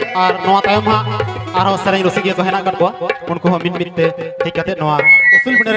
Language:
Santali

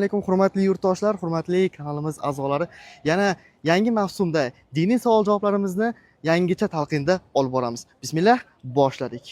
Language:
Uzbek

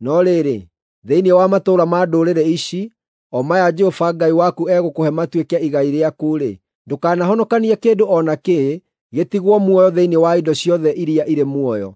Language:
Kikuyu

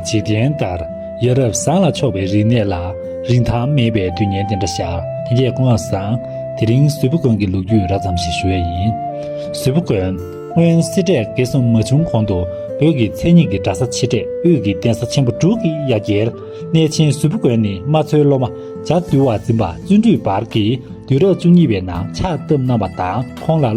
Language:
Tibetan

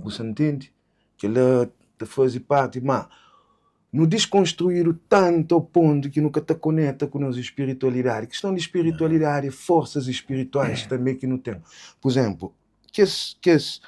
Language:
Kabuverdianu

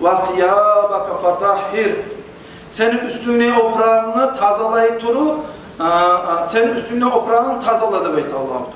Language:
Kumyk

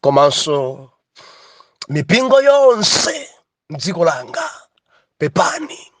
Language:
Nyanja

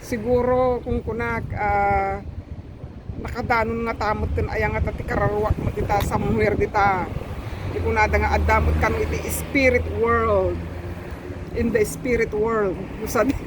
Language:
Iloko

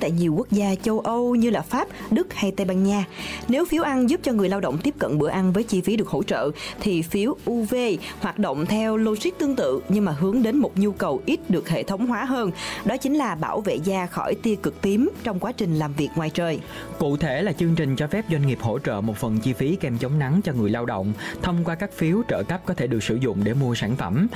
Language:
Vietnamese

